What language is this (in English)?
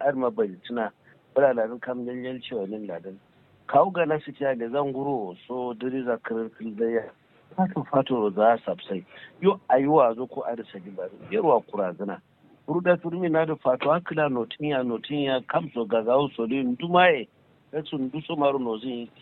Kanuri